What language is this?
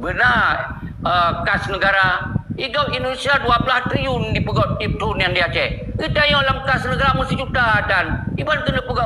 Achinese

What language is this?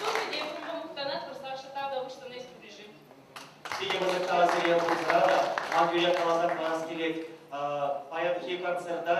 Chuvash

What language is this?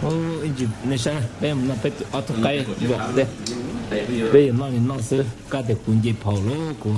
Hmong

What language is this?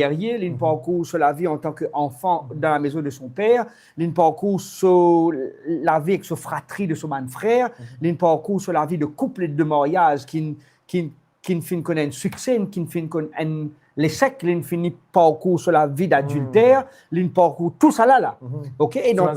Morisyen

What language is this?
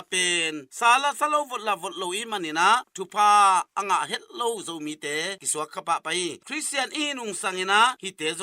Tedim Chin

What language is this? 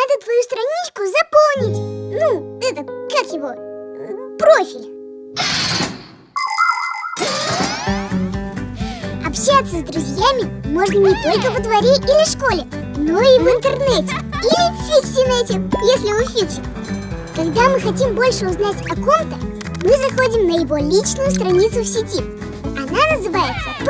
Russian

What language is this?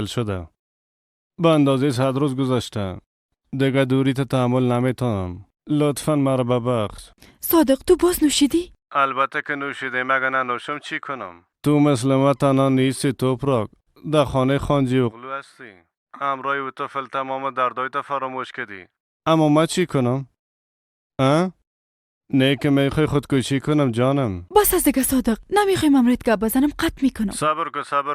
Persian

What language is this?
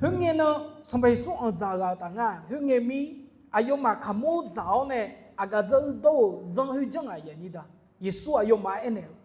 Akha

